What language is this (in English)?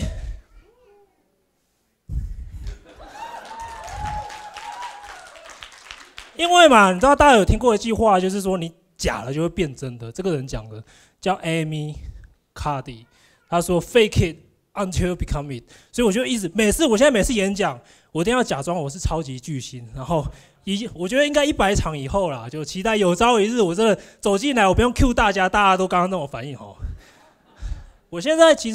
Chinese